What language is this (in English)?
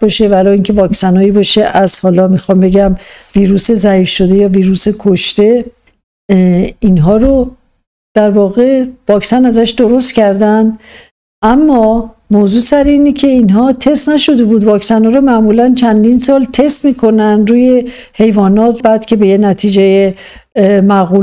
Persian